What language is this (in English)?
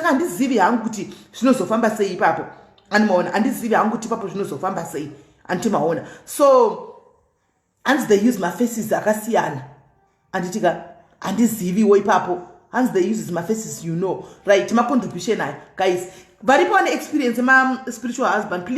Shona